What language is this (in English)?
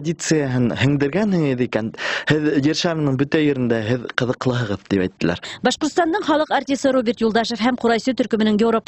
Bashkir